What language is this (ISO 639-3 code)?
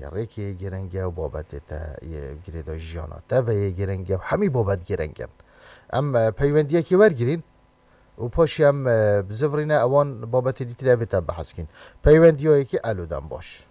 kur